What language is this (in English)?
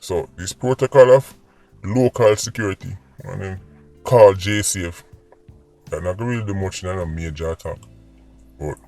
Jamaican Creole English